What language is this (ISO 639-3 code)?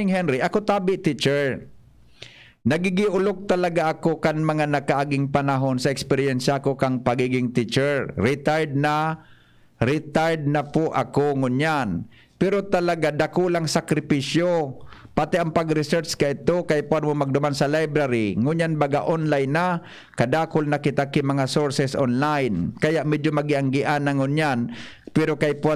bik